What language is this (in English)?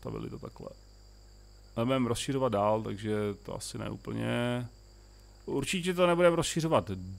Czech